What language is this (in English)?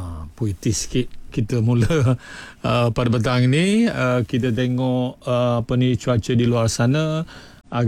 Malay